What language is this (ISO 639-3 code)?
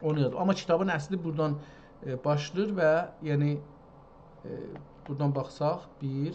azb